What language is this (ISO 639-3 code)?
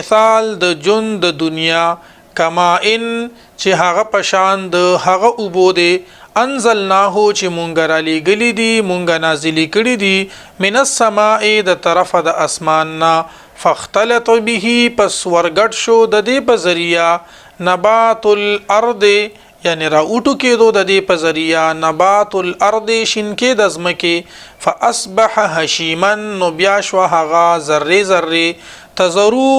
pus